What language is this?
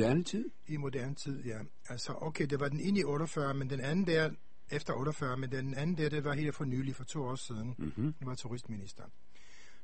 Danish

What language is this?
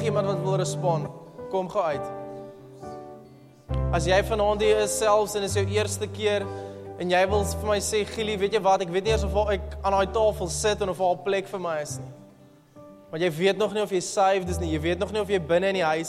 Afrikaans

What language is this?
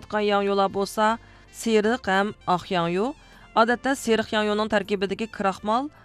Uyghur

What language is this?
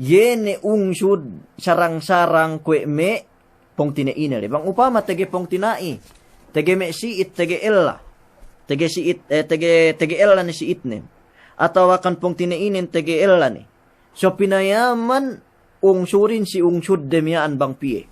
Yakan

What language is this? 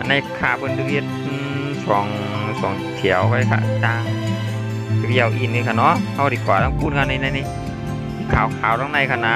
Shan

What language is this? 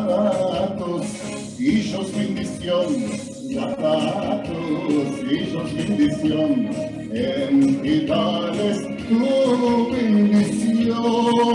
Ladino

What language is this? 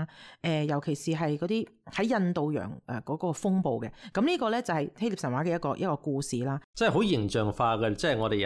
Cantonese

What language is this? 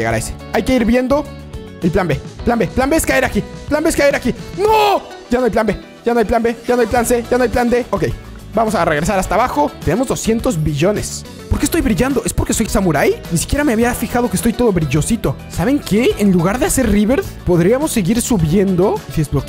Spanish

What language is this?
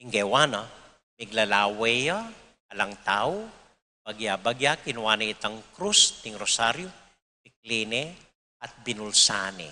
Pampanga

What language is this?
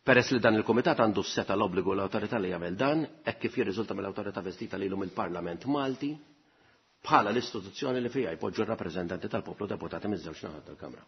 Maltese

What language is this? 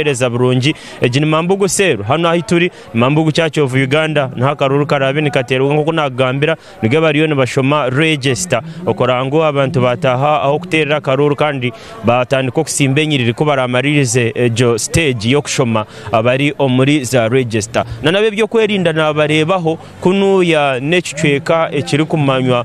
Nyankole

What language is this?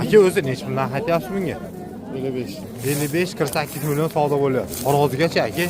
Uzbek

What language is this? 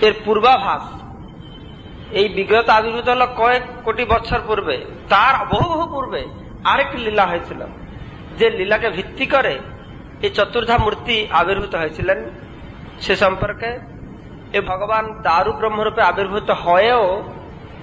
Bangla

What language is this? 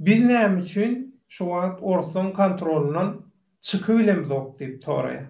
Turkmen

